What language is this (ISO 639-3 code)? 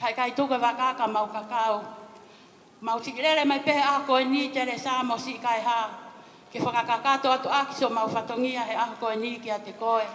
ton